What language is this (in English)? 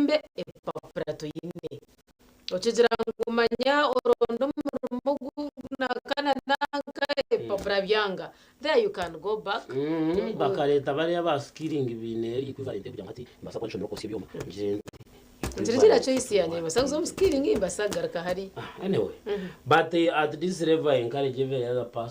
Nyankole